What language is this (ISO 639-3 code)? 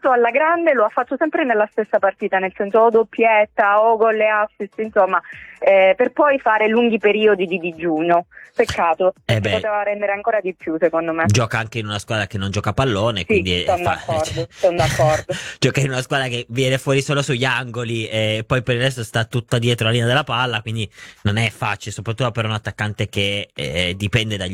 ita